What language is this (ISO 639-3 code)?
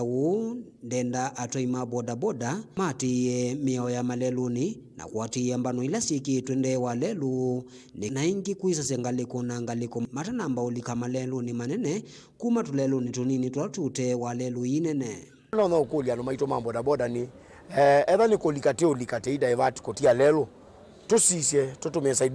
kam